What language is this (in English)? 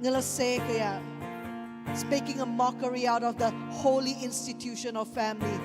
Iban